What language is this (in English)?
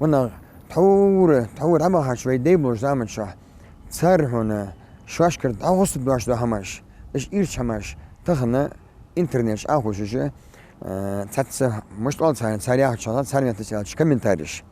Ingush